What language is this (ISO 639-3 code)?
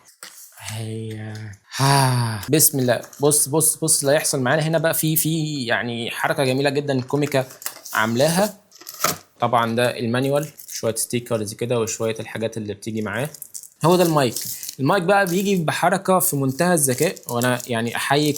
arz